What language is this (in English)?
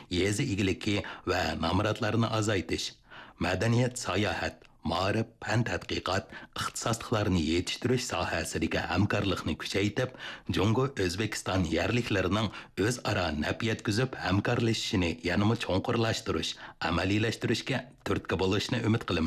Uyghur